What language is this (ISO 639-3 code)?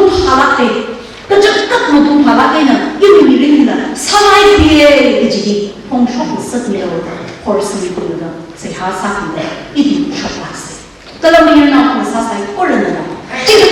nmf